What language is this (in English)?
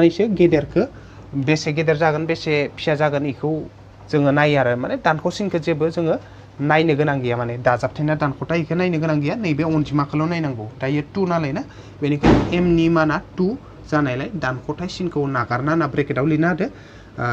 Bodo